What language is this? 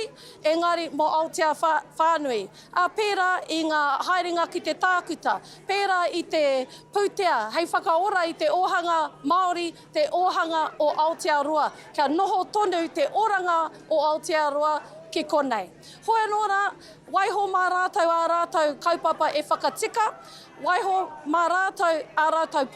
Māori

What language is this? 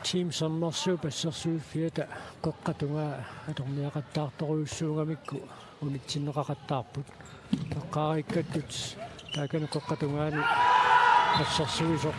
Kalaallisut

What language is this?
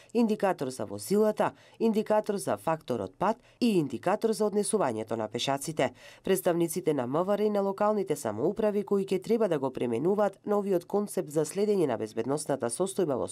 Macedonian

